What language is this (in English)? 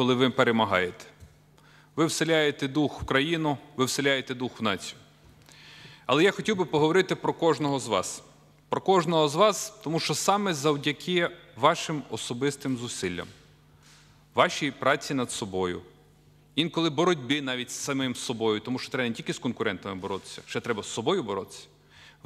Ukrainian